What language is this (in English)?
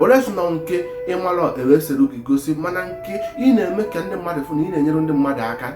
Igbo